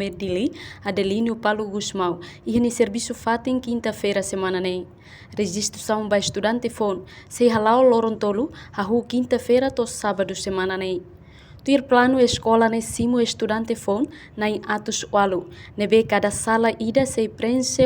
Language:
Tetum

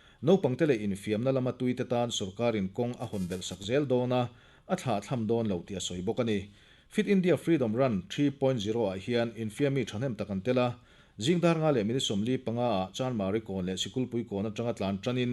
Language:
Mizo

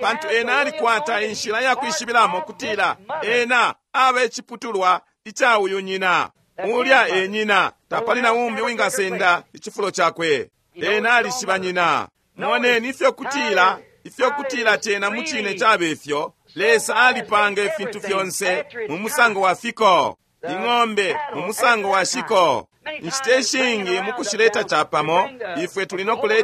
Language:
Bemba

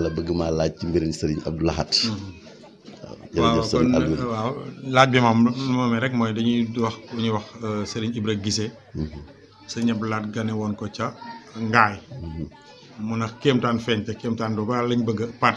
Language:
Wolof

